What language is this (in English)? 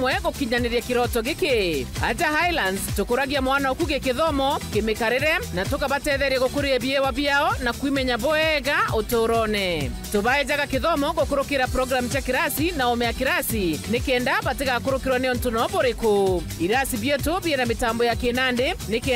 Meru